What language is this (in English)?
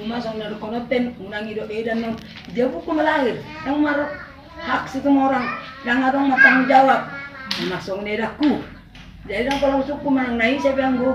Batak Toba